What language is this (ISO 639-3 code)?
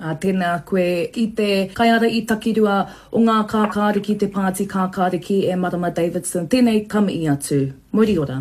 mri